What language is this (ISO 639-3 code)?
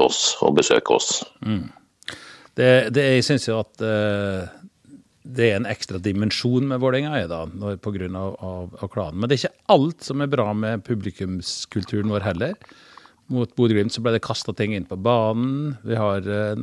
nor